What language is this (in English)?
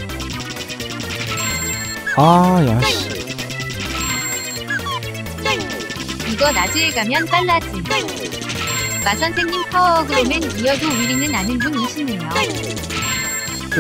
Korean